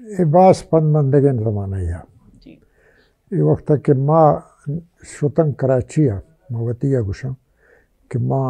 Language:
Baluchi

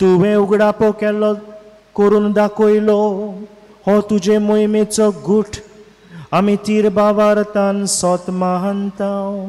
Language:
Konkani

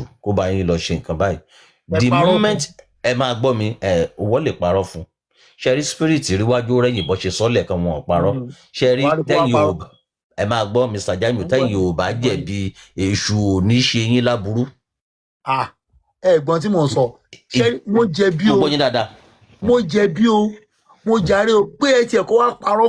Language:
Yoruba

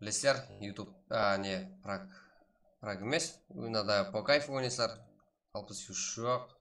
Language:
Kara-Kalpak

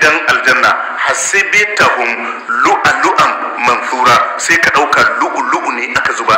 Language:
Hausa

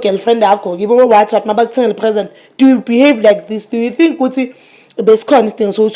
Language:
Zulu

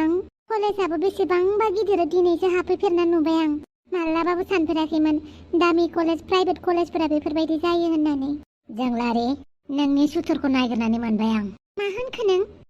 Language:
Bodo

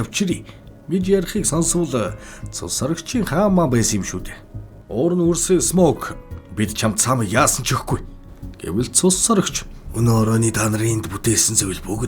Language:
Mongolian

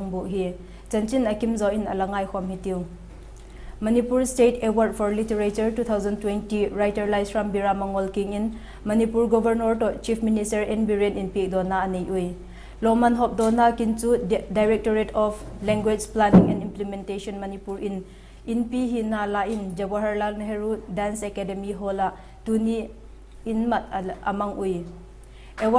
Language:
Vaiphei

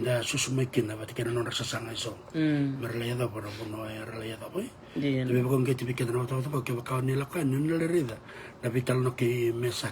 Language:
Fijian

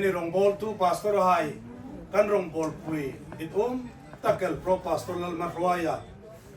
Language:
Hmar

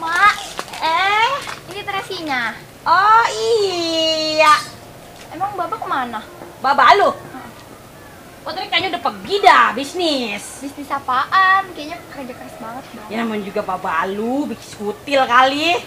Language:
Betawi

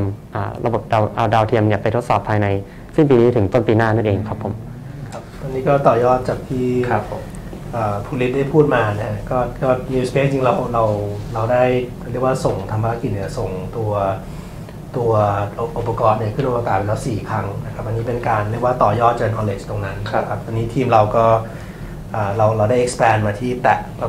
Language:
Thai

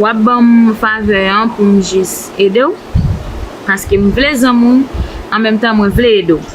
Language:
Haitian Creole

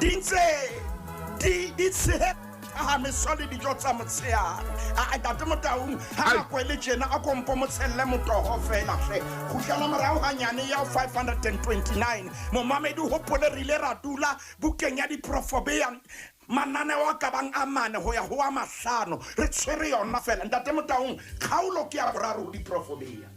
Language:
Southern Sotho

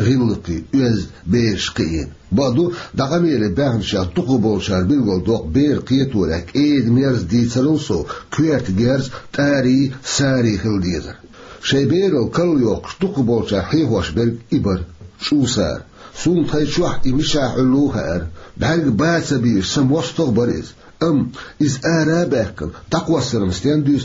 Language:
Chechen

